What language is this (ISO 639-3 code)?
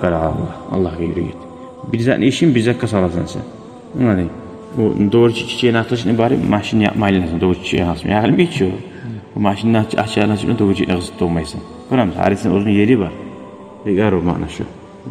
kum